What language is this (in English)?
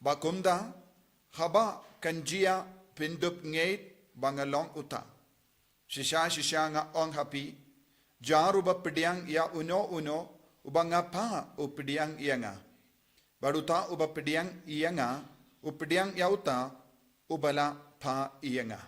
Khasi